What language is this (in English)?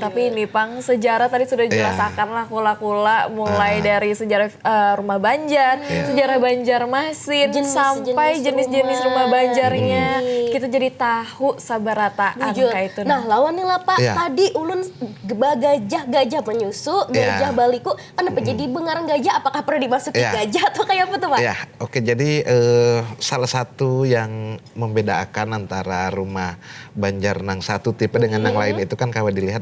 Banjar